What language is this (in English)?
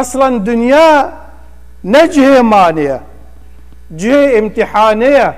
Kurdish